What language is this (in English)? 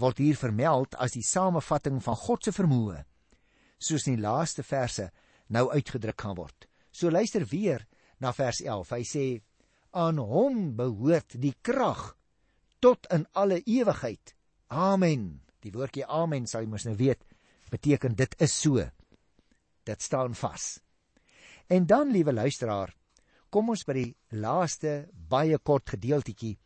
Afrikaans